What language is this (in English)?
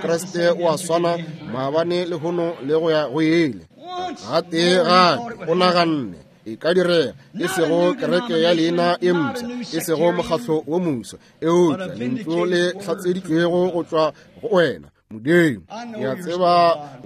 Northern Sotho